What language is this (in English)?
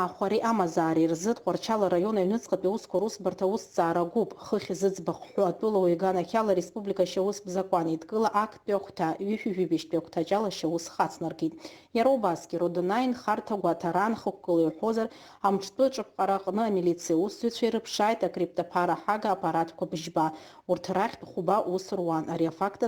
Abkhazian